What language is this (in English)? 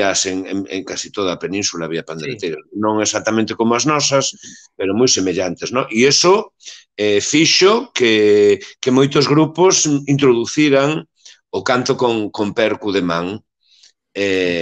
Galician